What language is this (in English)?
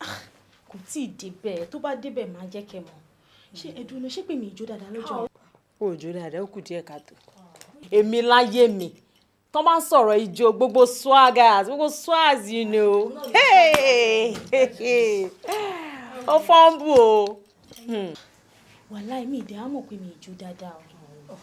Yoruba